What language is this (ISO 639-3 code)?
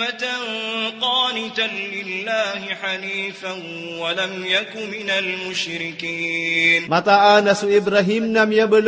mrw